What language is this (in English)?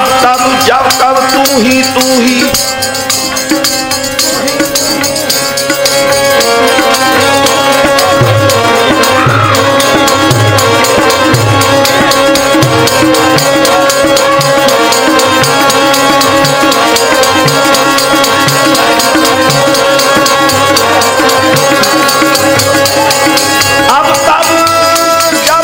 Hindi